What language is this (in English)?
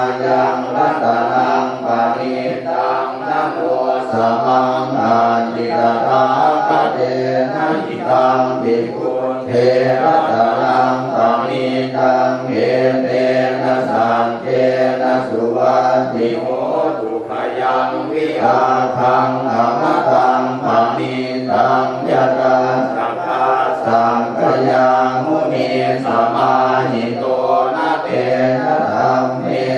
Pali